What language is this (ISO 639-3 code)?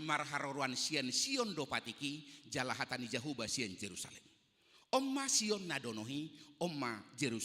bbc